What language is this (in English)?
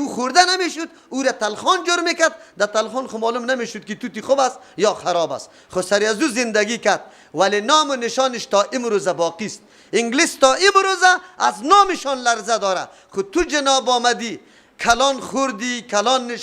Persian